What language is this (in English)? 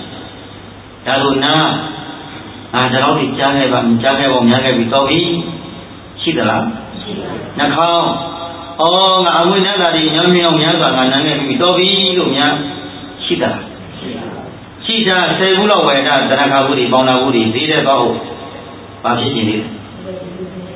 Burmese